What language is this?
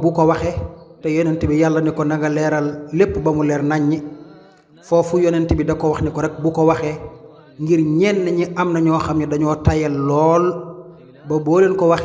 Wolof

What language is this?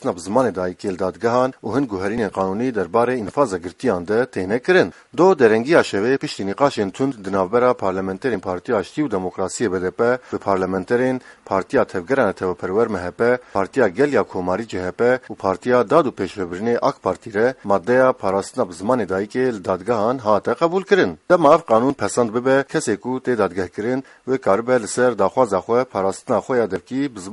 Kurdish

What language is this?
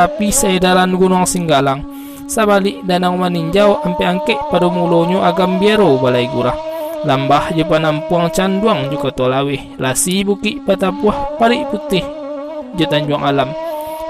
Minangkabau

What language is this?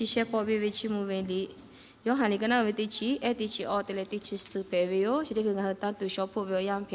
Lahu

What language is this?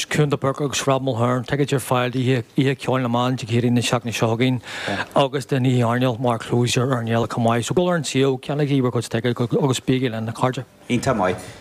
Irish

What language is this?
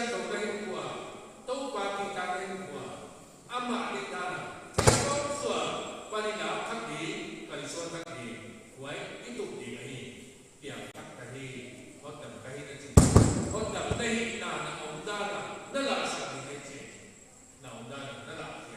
Paite Chin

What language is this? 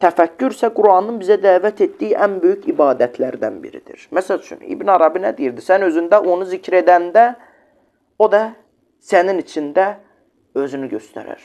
Azerbaijani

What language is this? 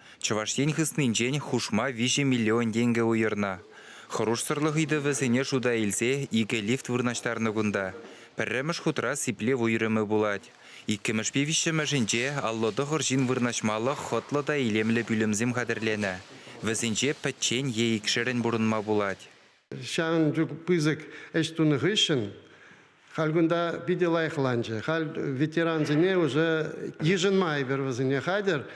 Chuvash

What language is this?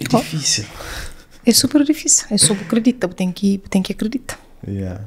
Kabuverdianu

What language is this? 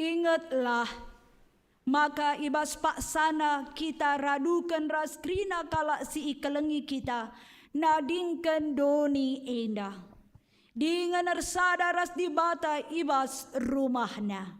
Batak Karo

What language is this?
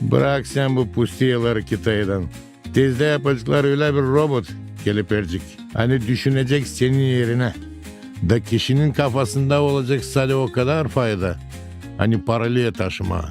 Gagauz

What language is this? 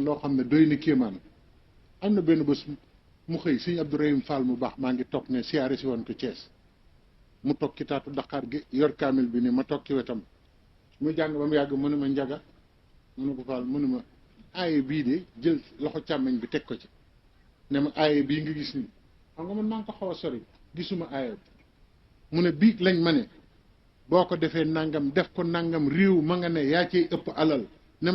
Wolof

